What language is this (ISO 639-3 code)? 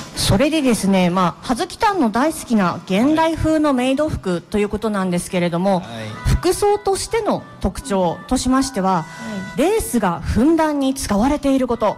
jpn